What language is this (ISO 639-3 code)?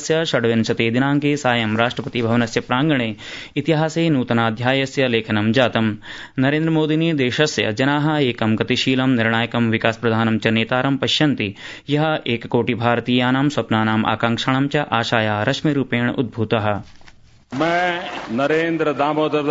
san